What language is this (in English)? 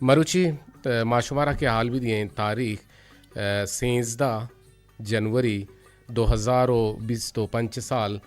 Eastern Balochi